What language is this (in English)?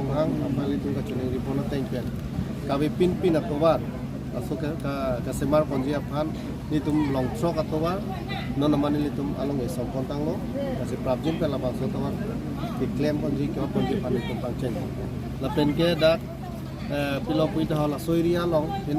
Karbi